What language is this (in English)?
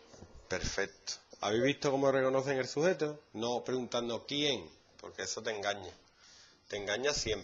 Spanish